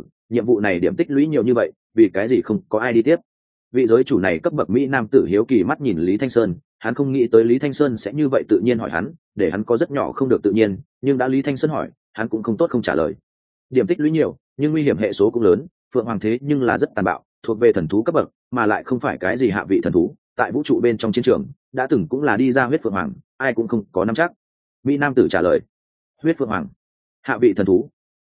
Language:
Vietnamese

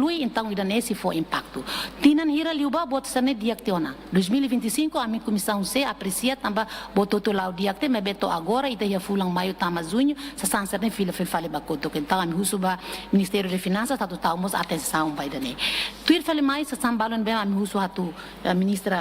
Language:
Tetum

